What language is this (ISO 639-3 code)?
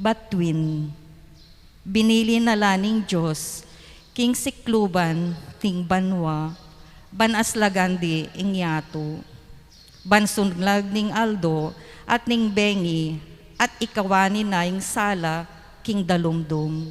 pam